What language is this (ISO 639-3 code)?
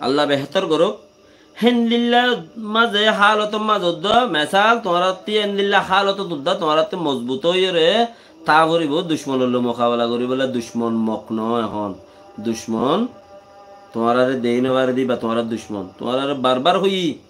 rhg